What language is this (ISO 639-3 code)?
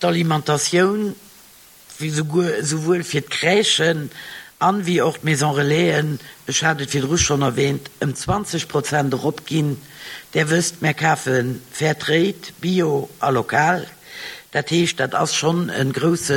ltz